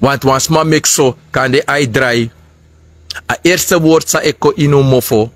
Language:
Sranan Tongo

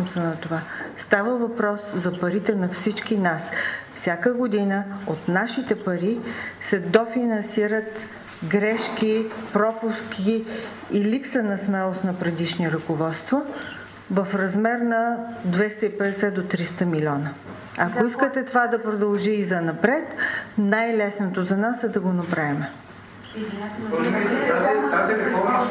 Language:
Bulgarian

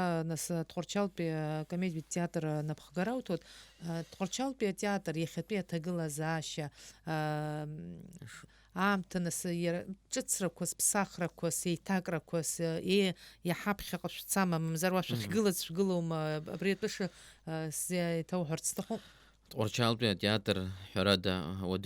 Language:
Abkhazian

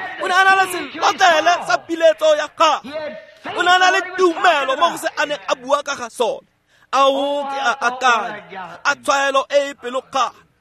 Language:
Tswana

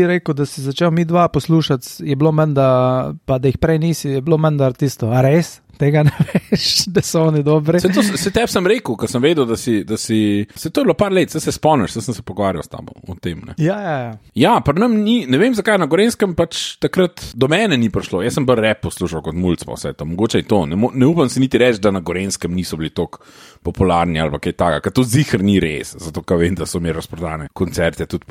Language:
Slovenian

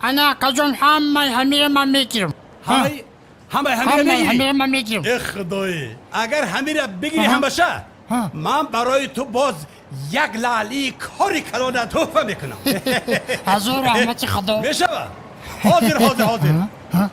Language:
Tajik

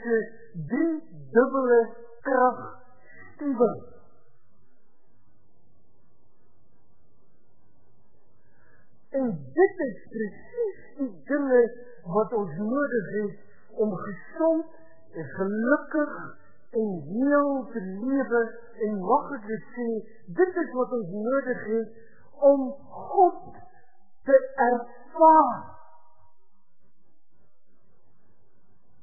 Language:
Afrikaans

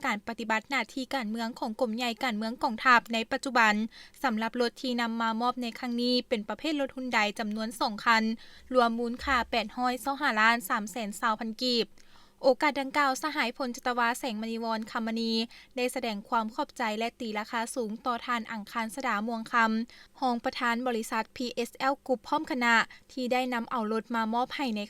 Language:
Lao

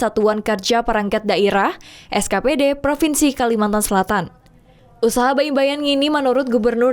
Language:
Banjar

